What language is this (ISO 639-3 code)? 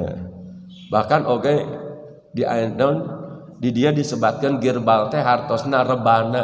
sun